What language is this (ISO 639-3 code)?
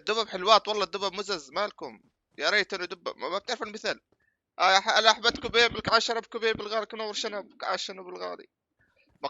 apc